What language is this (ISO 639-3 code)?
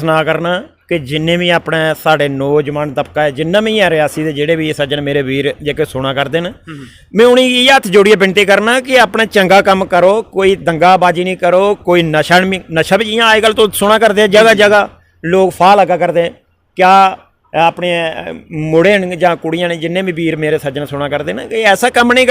doi